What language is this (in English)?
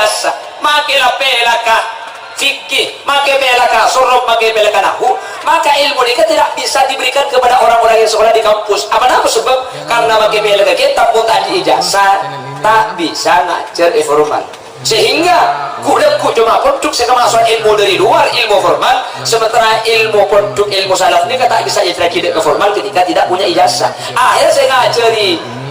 Madurese